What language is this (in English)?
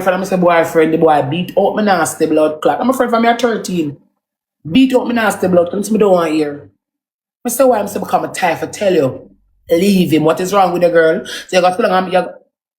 Jamaican Creole English